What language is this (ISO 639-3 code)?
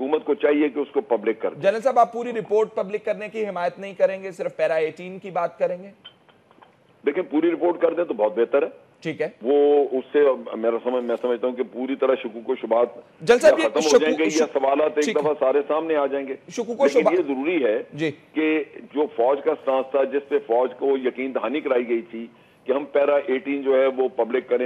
urd